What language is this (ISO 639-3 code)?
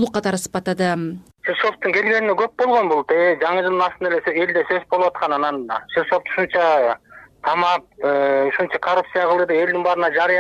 kir